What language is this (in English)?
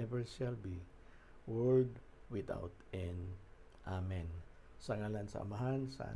Cebuano